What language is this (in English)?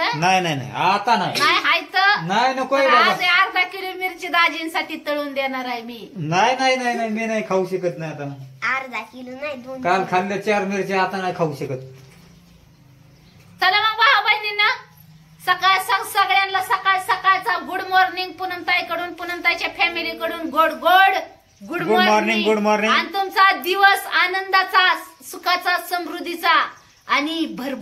Marathi